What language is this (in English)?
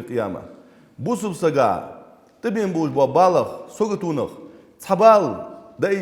Ingush